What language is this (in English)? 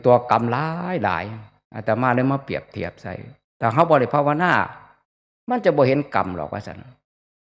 Northeastern Thai